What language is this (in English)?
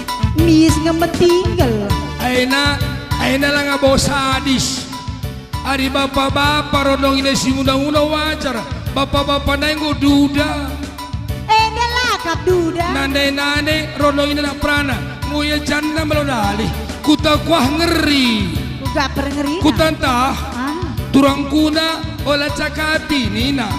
Batak Karo